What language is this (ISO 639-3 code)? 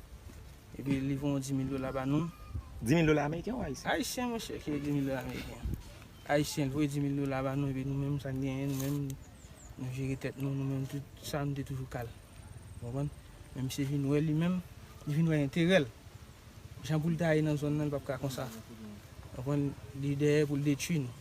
hat